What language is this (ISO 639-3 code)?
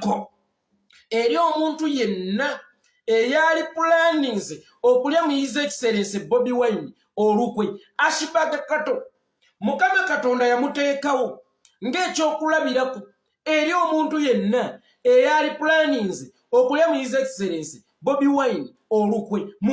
lug